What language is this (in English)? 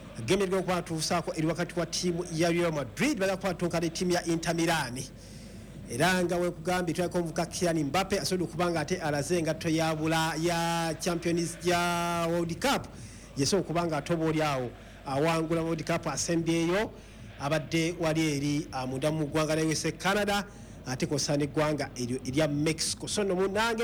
Ganda